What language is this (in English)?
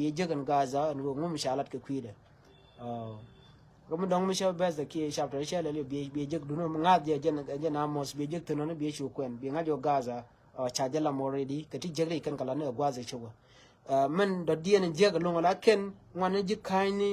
Nuer